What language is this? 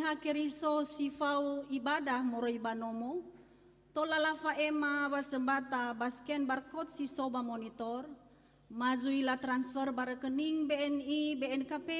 Nias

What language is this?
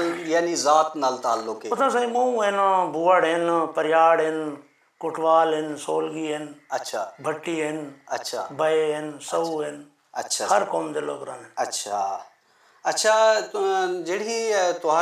Saraiki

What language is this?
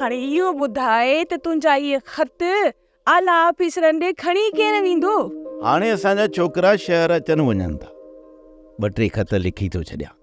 Sindhi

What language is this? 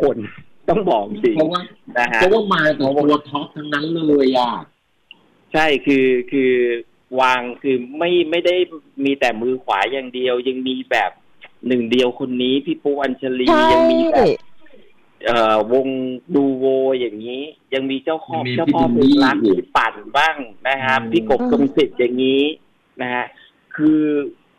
Thai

